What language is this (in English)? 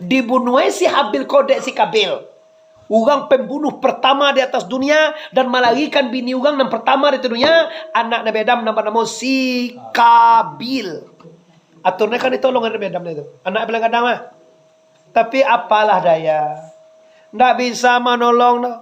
Minangkabau